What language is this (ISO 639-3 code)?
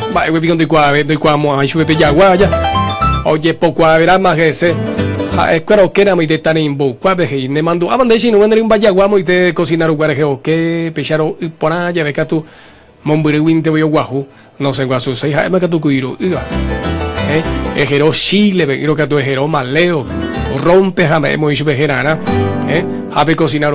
grn